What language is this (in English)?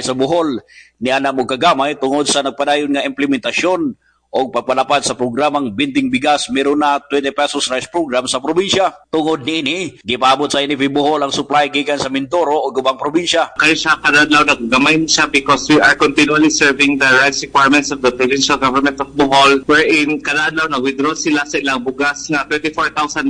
Cebuano